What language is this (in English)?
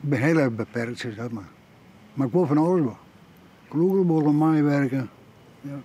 Western Frisian